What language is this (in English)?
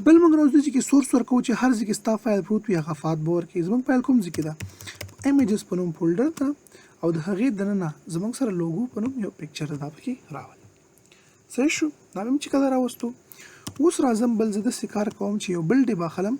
Pashto